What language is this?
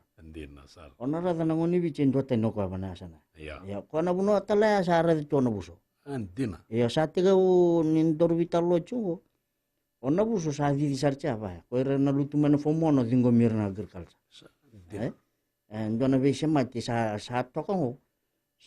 Fijian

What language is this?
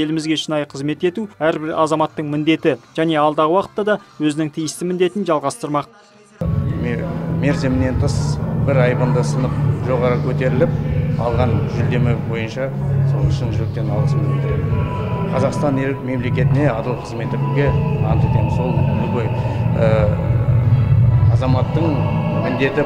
Kazakh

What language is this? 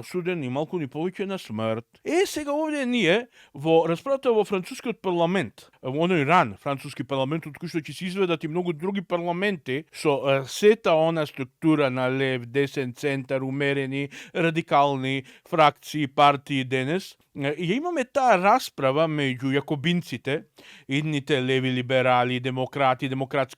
Macedonian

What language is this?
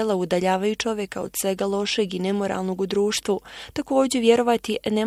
Bosnian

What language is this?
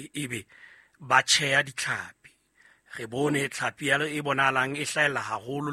Southern Sotho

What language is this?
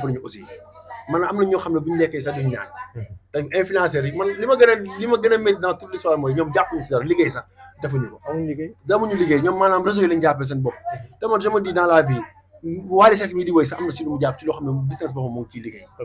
Wolof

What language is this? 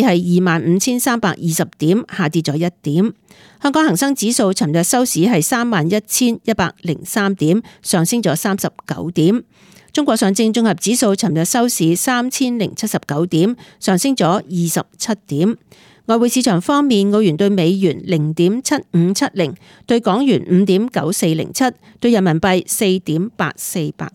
Cantonese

